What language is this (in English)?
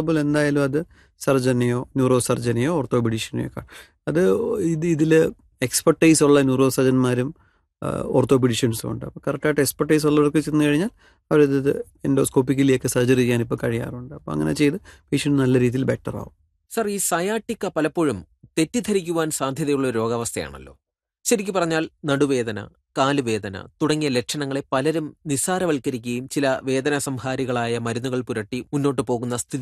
Malayalam